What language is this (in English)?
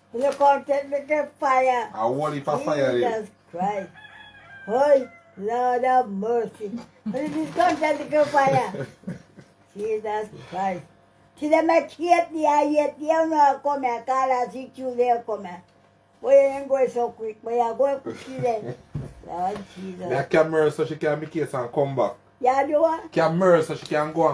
Jamaican Creole English